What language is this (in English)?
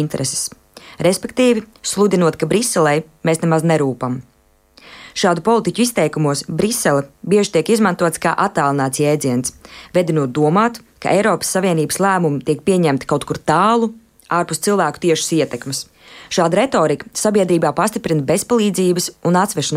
Latvian